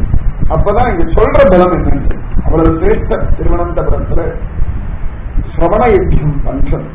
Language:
Tamil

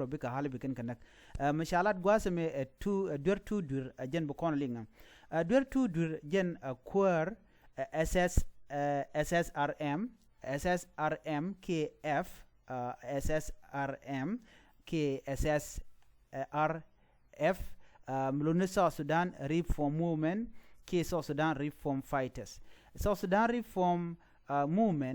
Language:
Nuer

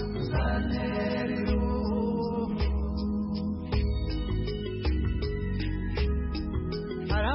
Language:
Kinyarwanda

